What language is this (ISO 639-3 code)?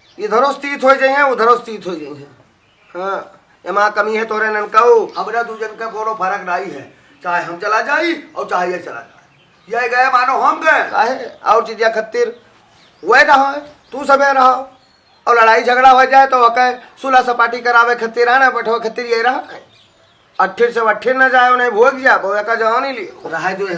awa